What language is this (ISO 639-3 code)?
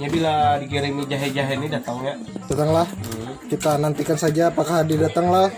bjn